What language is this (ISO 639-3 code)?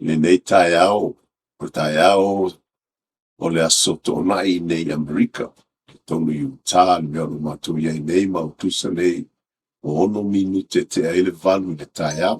smo